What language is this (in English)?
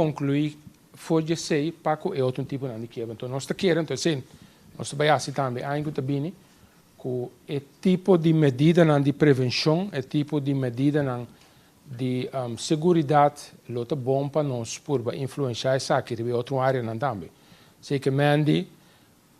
Papiamento